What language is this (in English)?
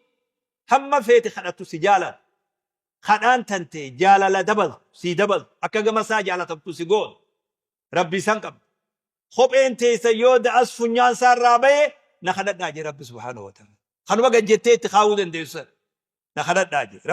Oromo